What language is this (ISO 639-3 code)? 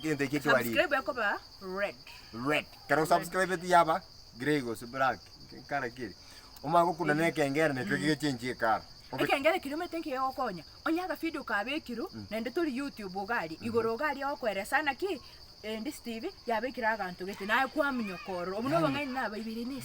guz